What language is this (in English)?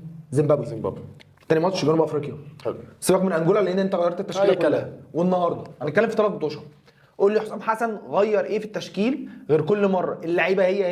Egyptian Arabic